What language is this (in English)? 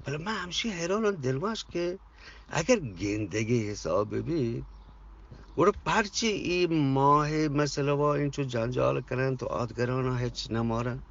Eastern Balochi